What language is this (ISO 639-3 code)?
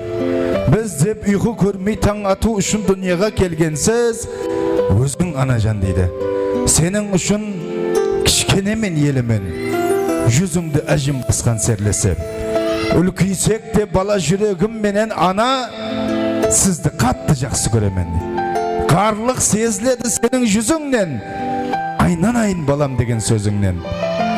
kaa